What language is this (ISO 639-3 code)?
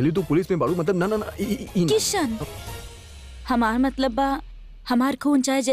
bho